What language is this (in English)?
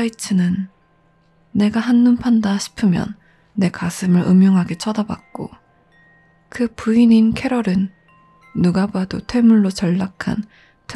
Korean